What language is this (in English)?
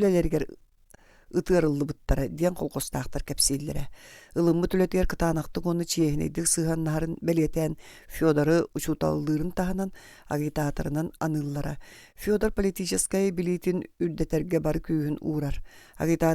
Yakut